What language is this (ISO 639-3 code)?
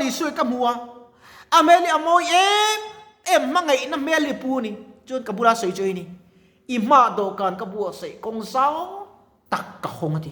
lus